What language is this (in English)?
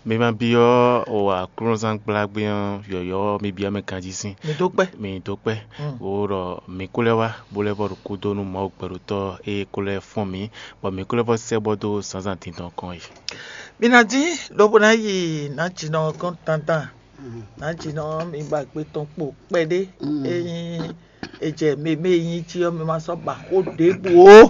Fon